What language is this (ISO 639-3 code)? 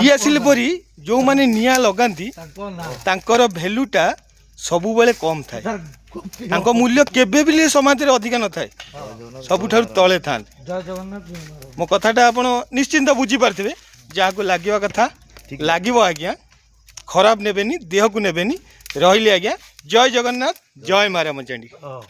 ori